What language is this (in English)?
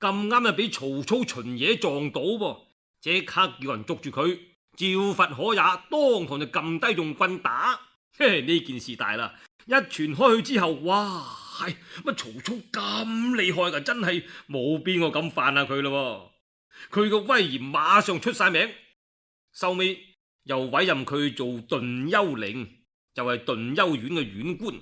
Cantonese